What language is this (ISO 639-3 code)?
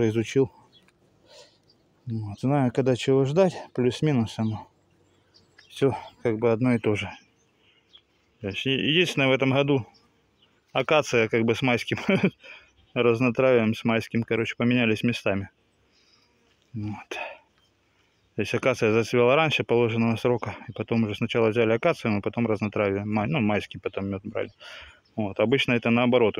rus